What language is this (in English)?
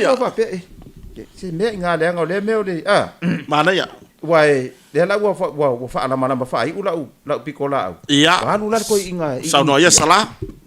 Samoan